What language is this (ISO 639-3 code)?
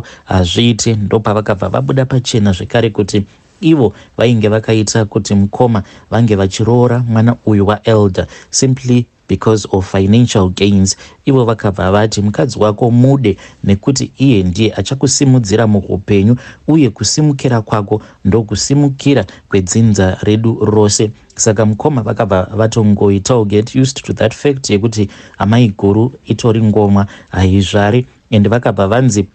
sna